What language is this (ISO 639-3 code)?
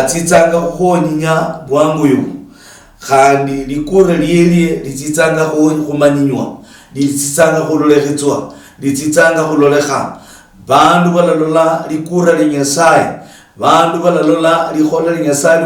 luy